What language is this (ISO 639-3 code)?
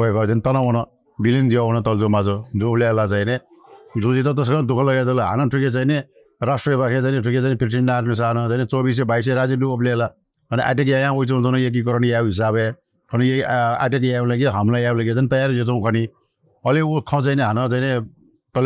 new